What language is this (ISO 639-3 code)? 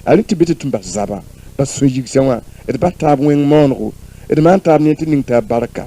mos